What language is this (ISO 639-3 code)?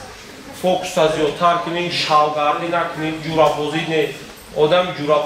tgk